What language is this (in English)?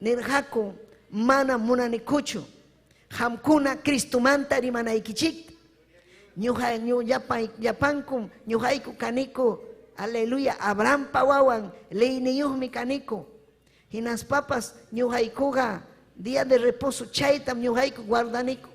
Ayacucho Quechua